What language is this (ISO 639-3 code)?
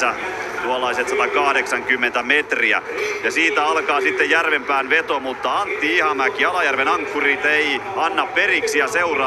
fin